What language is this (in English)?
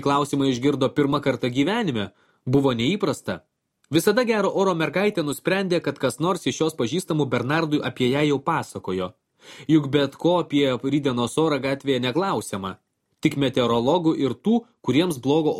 Lithuanian